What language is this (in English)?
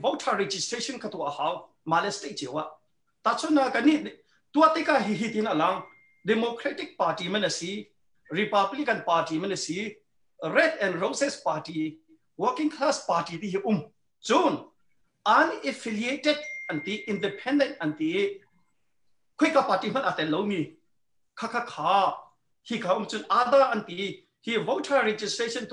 Hakha Chin